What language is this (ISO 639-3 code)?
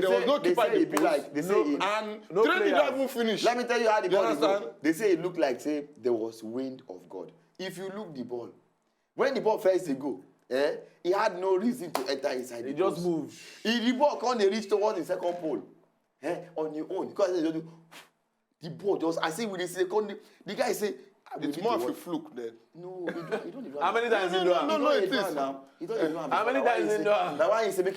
pcm